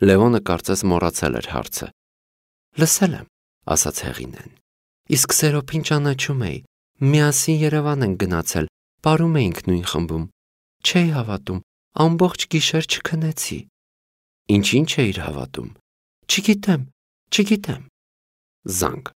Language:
Armenian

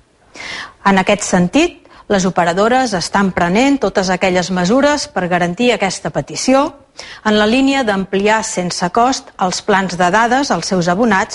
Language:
Catalan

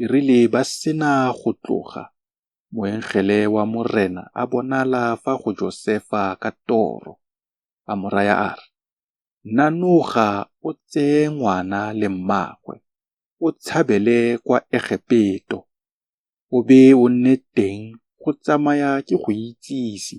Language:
Tswana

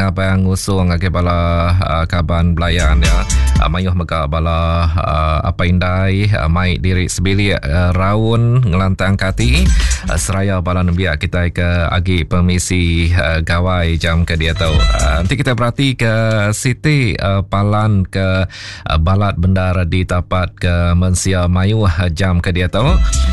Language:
Iban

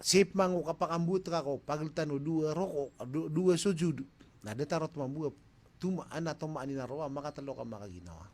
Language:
Maranao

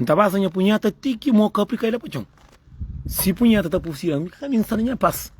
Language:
Kabuverdianu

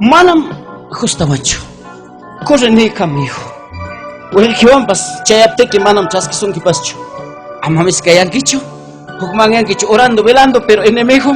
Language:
Ayacucho Quechua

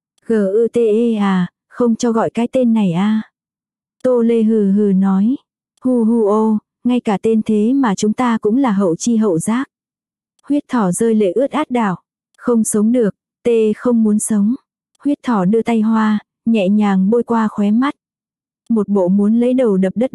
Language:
Vietnamese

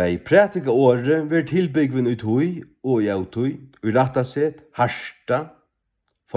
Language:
Faroese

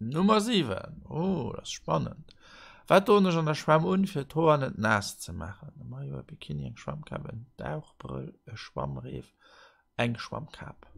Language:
Luxembourgish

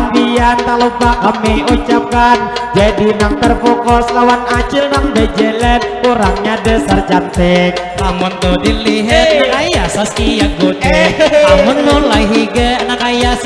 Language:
Banjar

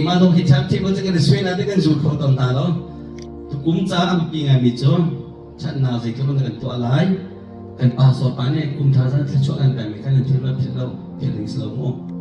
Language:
Hakha Chin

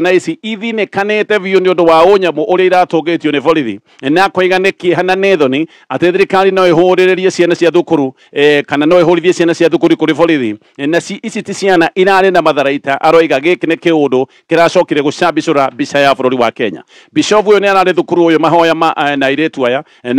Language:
Kikuyu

